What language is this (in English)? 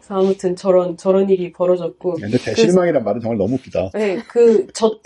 Korean